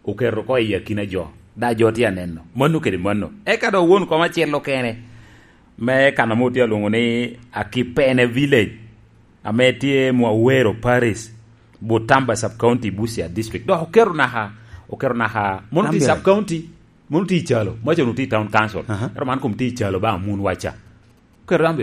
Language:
Lango (Uganda)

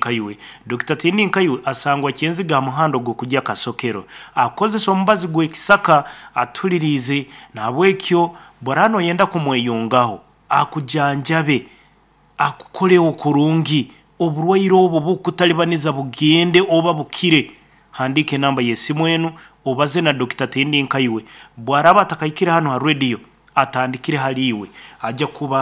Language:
Nyoro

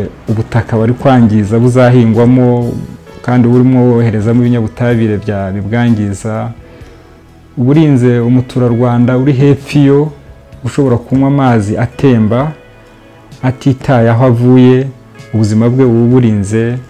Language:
Kinyarwanda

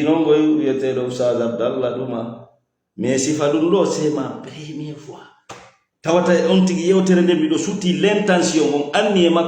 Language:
Fula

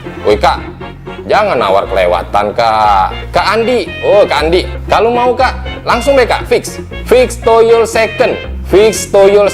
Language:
Musi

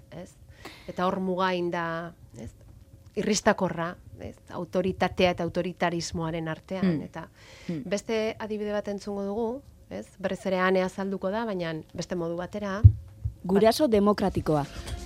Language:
Basque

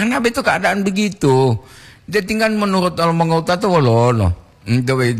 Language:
Gorontalo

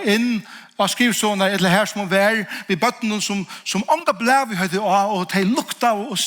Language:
Faroese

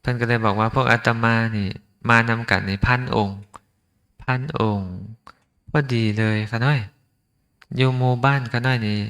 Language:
Lao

